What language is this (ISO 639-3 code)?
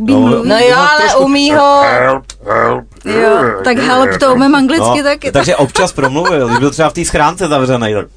ces